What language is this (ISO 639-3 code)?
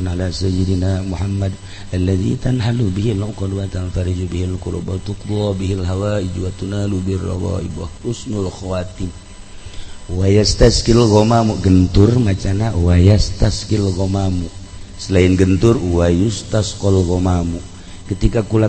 sun